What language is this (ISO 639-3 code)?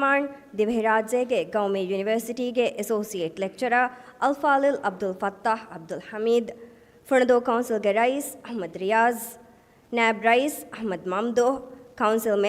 div